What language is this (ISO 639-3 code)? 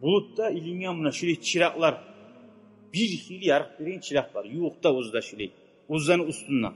kum